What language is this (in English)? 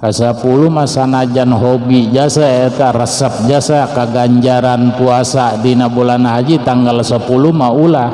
Sundanese